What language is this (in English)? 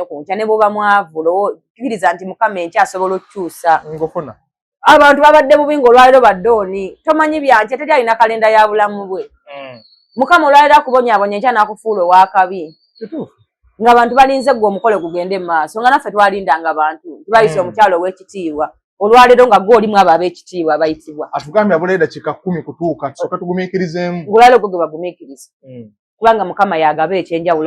Ganda